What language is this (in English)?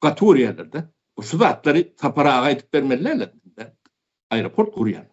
Turkmen